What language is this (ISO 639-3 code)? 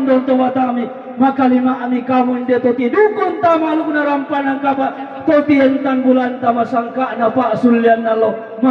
sda